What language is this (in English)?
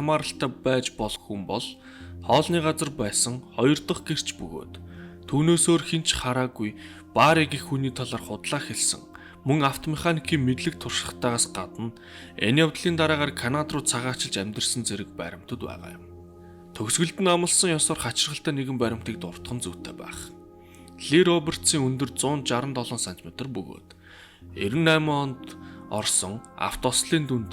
Mongolian